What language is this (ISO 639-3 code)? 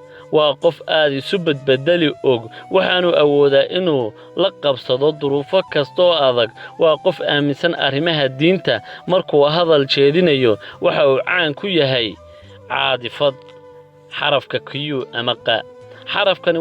som